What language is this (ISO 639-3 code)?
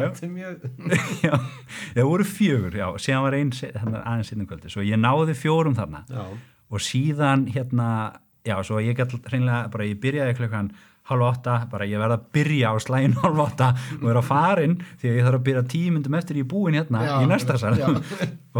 isl